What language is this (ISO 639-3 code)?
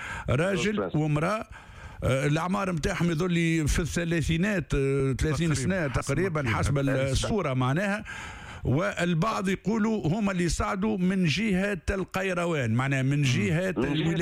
aeb